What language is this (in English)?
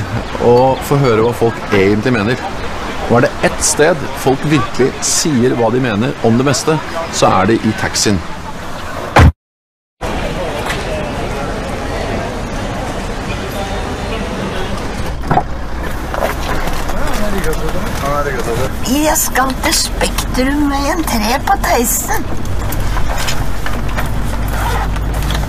Norwegian